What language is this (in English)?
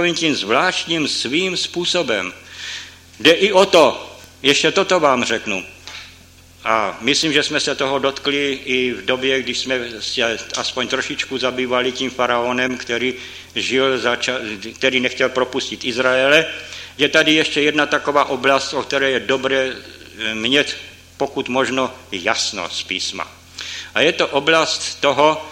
Czech